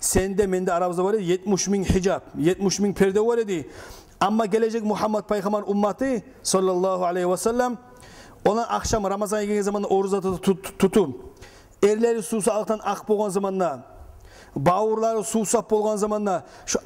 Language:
Kumyk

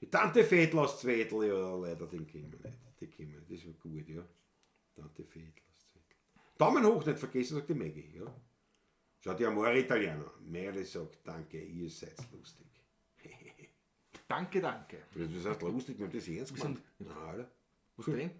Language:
Bavarian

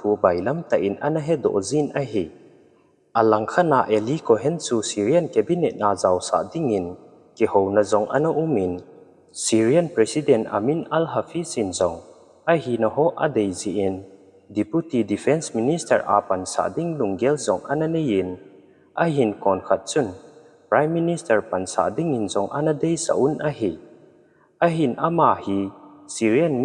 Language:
Thado Chin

